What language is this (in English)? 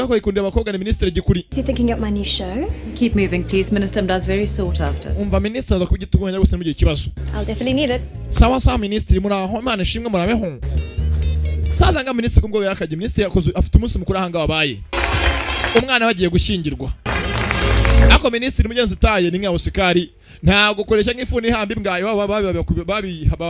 Kinyarwanda